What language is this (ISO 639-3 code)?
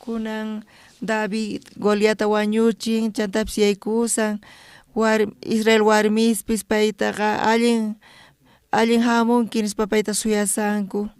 quh